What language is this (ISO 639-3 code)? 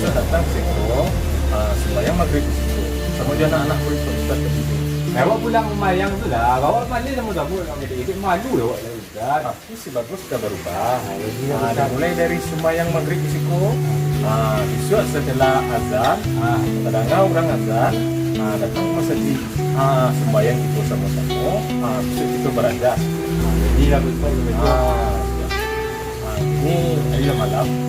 min